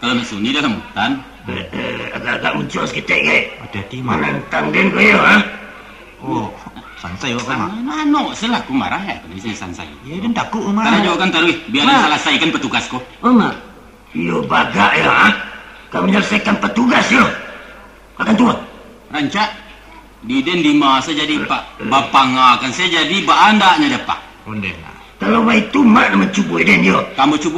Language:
Minangkabau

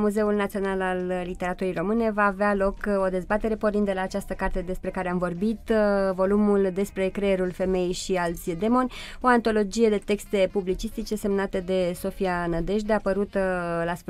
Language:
Romanian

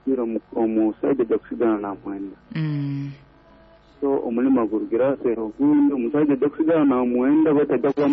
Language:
Nyoro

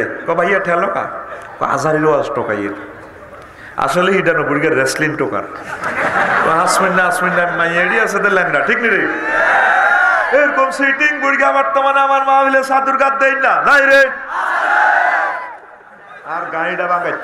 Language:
Bangla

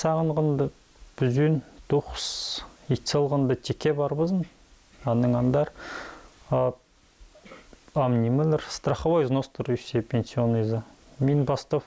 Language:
Khakas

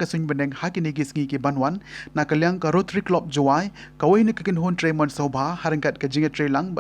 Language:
Khasi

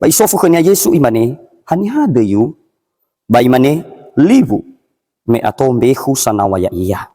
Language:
Nias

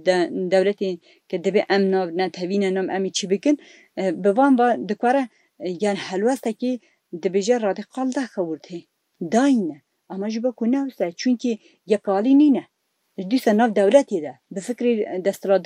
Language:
Kurdish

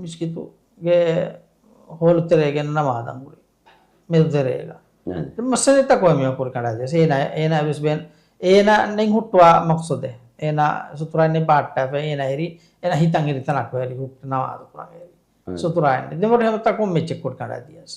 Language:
Divehi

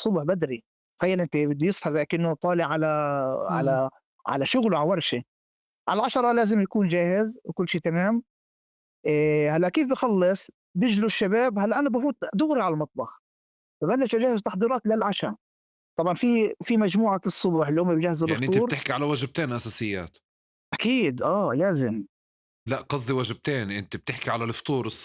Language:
North Levantine Arabic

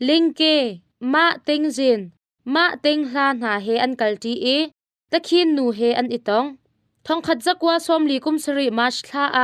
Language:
Hakha Chin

